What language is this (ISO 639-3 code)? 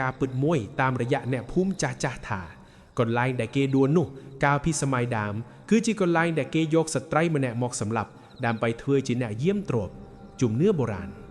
khm